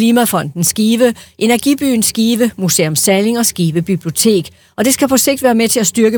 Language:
Danish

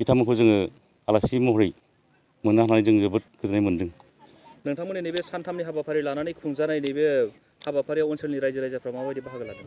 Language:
Bodo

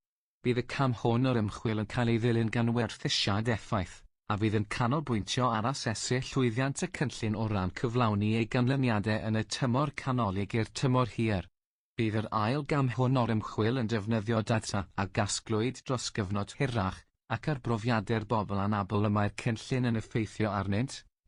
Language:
Welsh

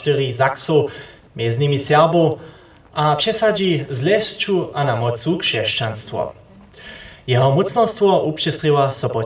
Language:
Upper Sorbian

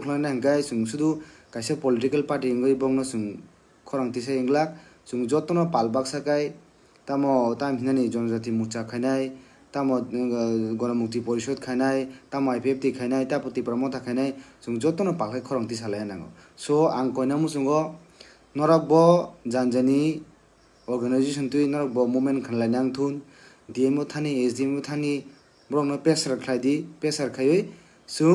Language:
Kok Borok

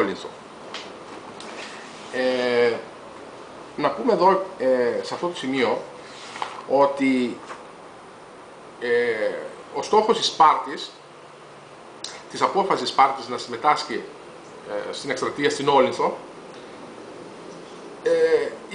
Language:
Greek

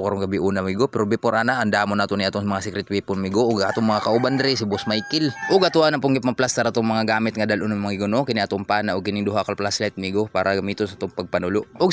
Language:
Cebuano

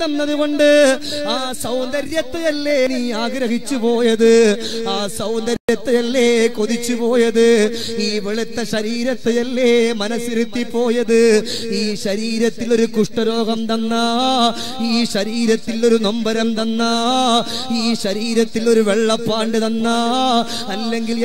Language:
Malayalam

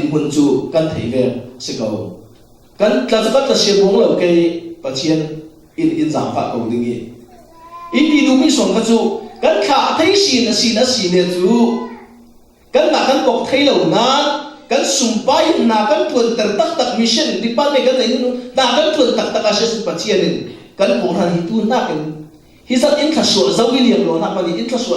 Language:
Falam Chin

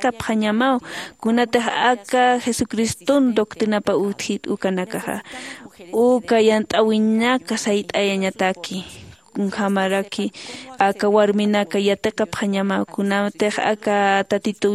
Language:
Aymara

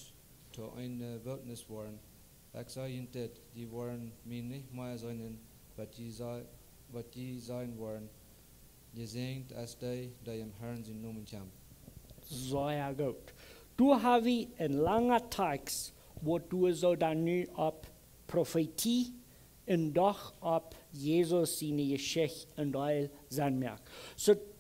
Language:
Plautdietsch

